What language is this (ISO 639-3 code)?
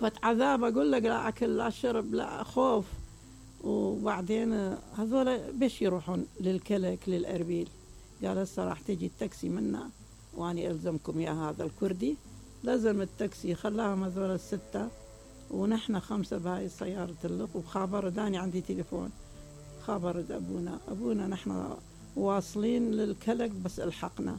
acm